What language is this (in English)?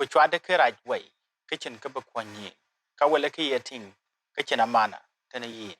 Dinka